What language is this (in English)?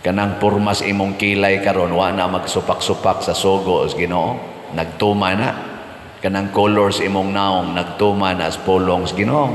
Cebuano